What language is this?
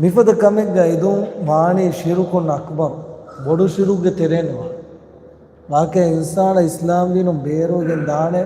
Divehi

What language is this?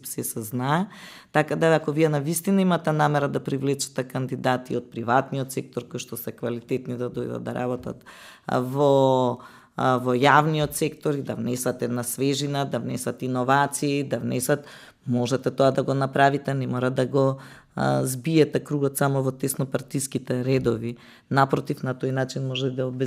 Macedonian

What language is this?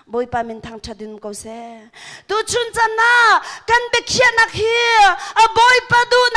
Hakha Chin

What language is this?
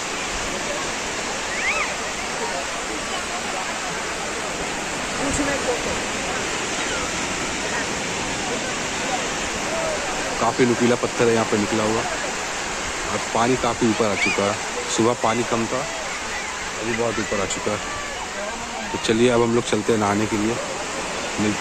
Hindi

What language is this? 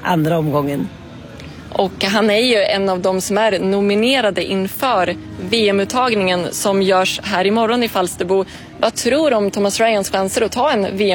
Swedish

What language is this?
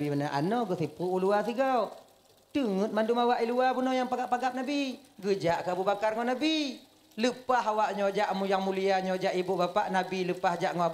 Achinese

